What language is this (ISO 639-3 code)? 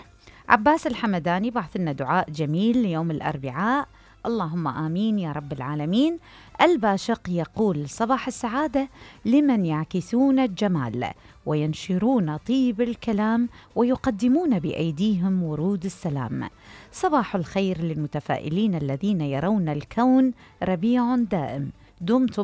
acm